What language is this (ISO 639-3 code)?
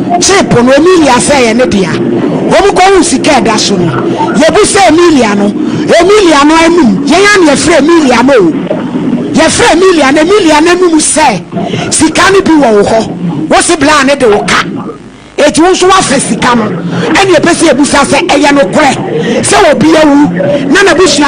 aka